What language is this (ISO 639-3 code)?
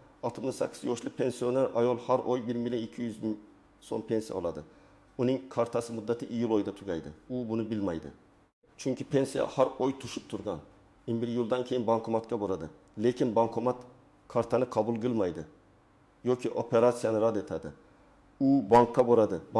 uzb